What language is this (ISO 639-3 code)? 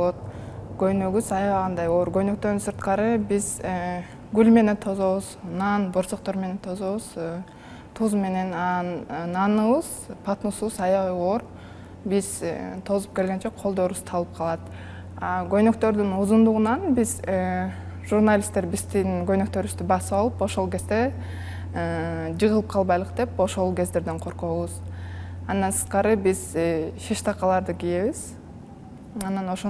kir